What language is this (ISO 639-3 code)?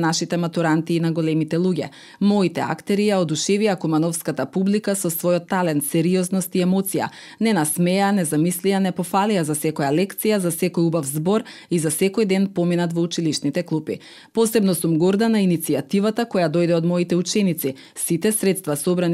mkd